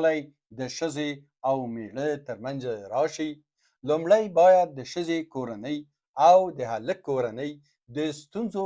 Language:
Pashto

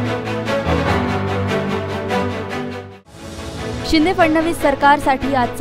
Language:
Marathi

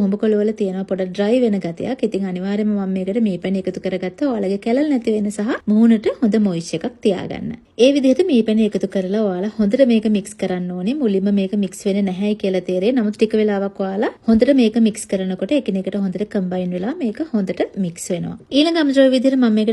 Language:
Sinhala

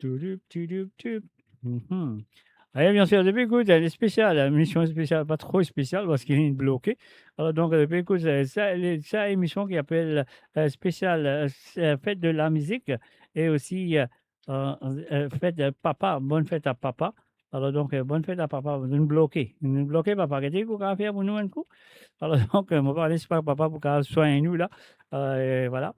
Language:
Morisyen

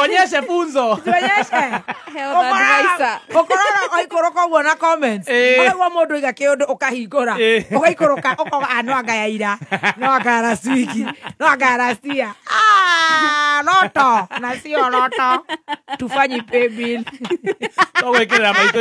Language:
Kikuyu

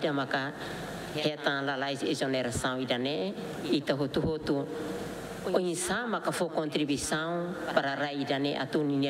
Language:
Tetum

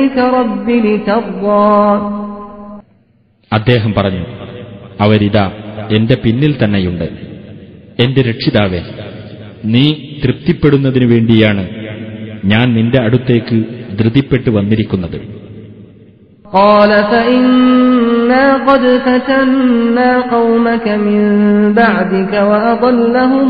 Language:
Malayalam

